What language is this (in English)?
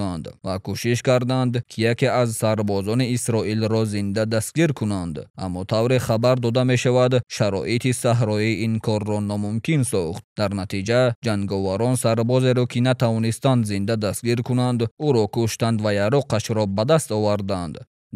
Tajik